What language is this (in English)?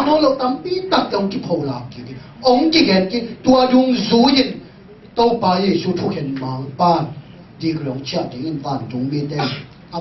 Tedim Chin